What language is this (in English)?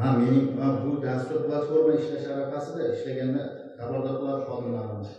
Uzbek